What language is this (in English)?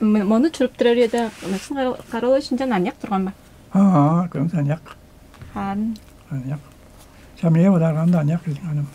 Tuvinian